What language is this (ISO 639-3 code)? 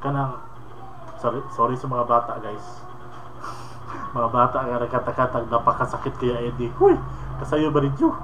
ceb